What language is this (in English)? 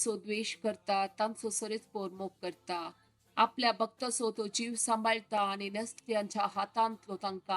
Konkani